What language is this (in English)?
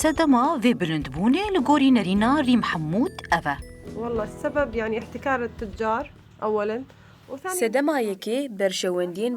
Kurdish